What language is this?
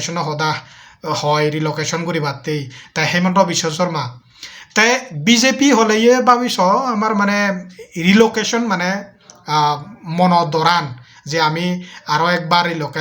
Chakma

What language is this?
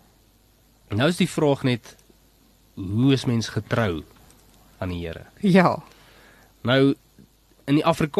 Afrikaans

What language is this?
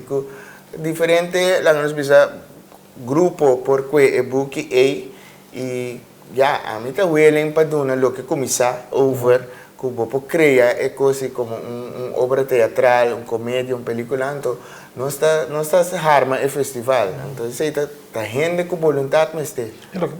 Papiamento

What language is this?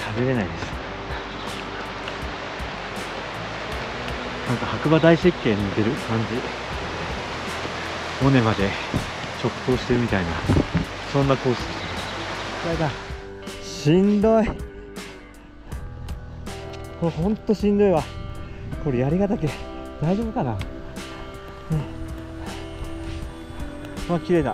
Japanese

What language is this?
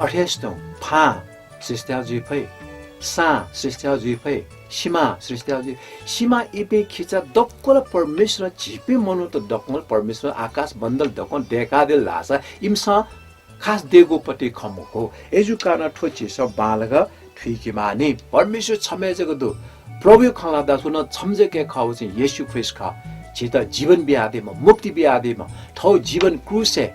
Newari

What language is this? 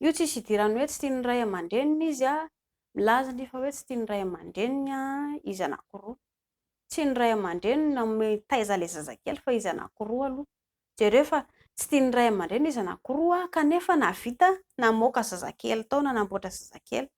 Malagasy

